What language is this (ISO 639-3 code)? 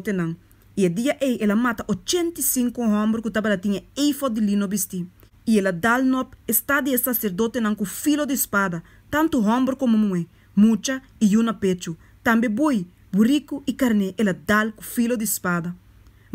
pap